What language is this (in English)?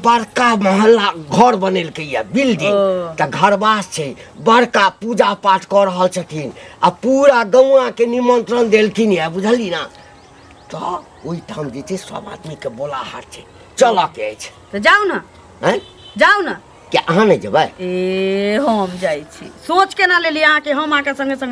Maithili